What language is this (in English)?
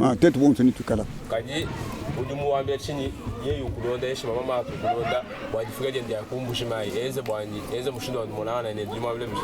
Luba-Lulua